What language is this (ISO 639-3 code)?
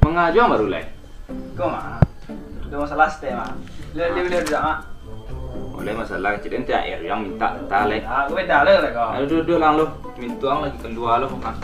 min